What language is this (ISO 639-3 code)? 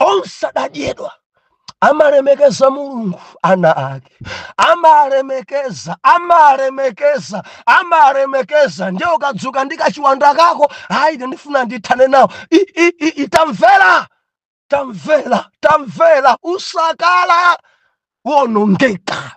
nya